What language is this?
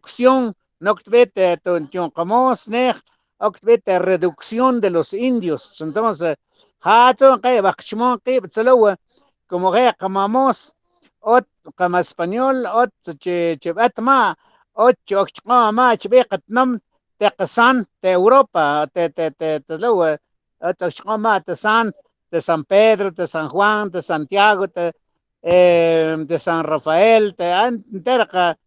Mam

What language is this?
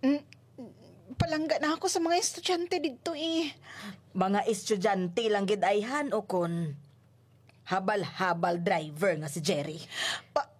Hiligaynon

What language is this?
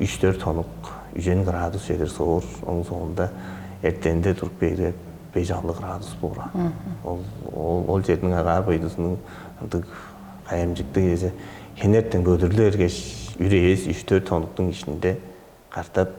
Tuvinian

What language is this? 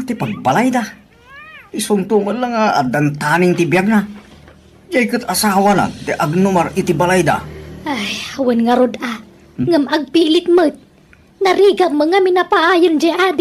Iloko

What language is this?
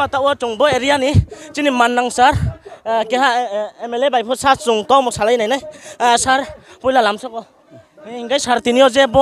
Riang (India)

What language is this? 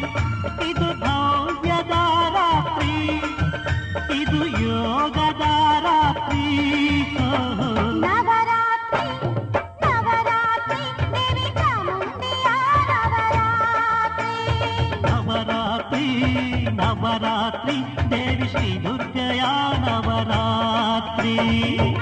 Kannada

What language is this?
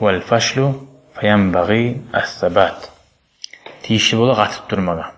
Kumyk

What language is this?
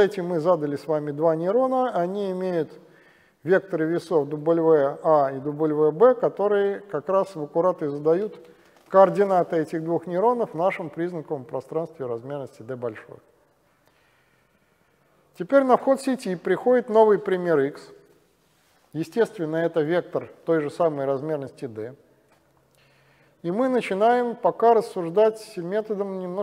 Russian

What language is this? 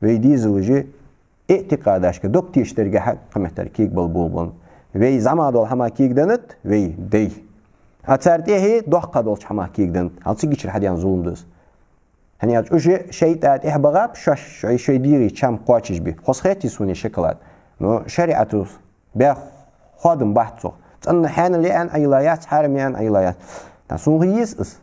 Ingush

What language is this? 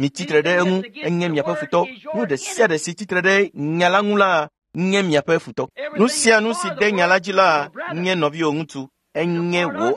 Ewe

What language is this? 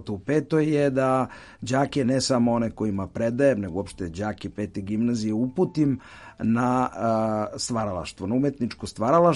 Serbian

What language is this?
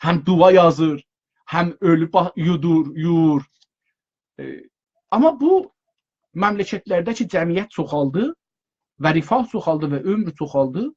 South Azerbaijani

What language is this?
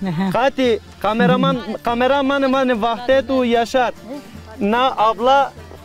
Zaza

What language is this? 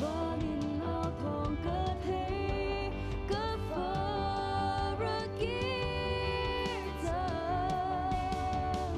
Hakha Chin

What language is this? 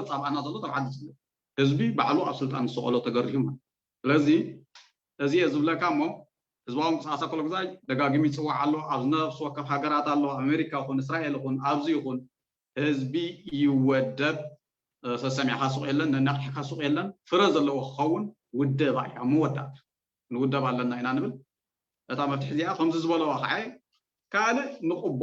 Tigrinya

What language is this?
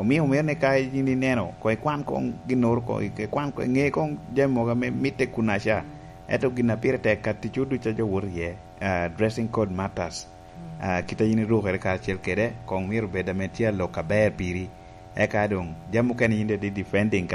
Lango (Uganda)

